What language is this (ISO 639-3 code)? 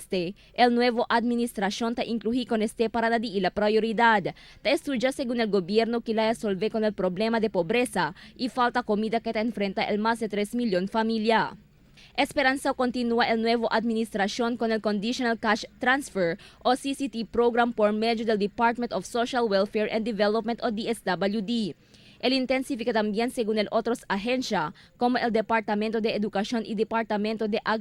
cbk